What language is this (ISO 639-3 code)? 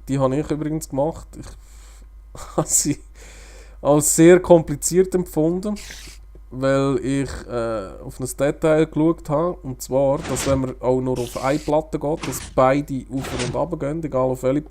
gsw